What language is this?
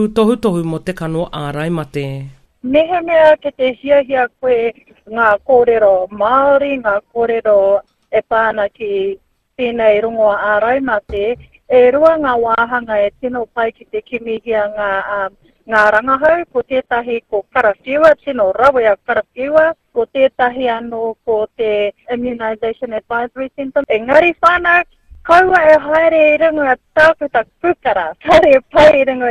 Māori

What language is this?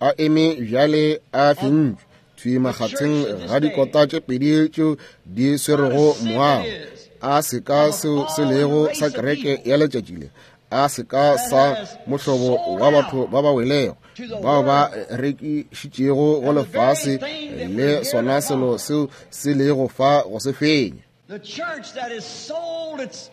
Northern Sotho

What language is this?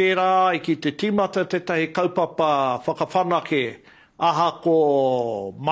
Māori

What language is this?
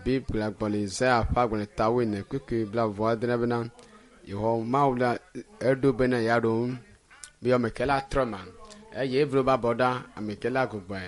Ewe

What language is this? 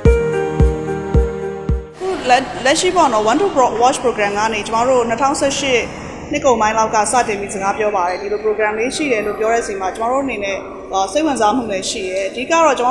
Burmese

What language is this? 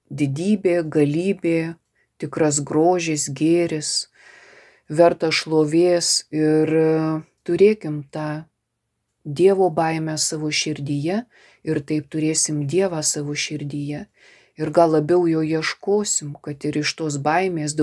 Lithuanian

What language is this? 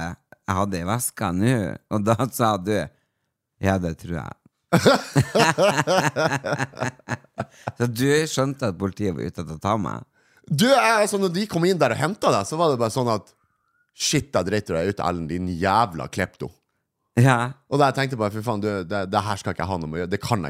Norwegian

